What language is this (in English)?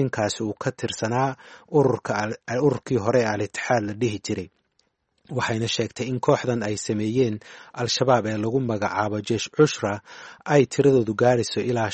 Somali